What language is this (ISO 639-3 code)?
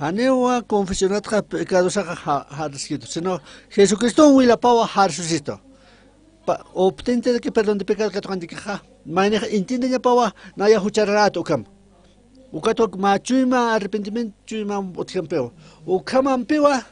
aym